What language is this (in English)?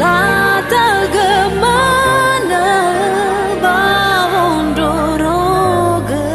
Nias